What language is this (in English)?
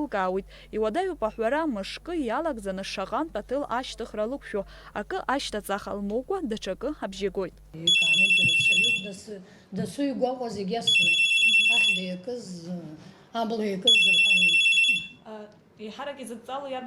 Abkhazian